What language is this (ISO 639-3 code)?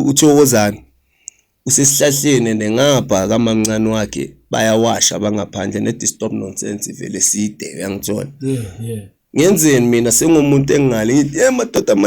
zul